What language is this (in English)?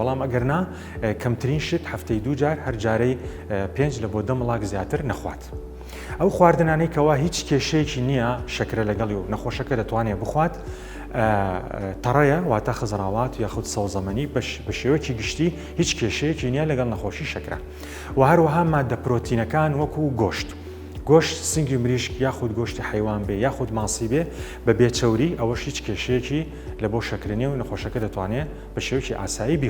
Central Kurdish